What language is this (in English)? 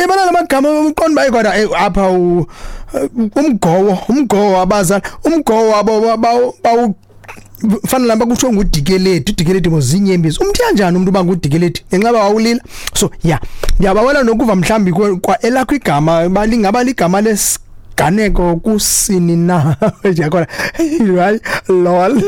Xhosa